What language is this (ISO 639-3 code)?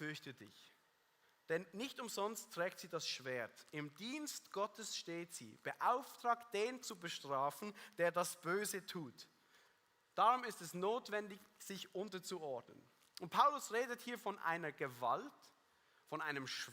gsw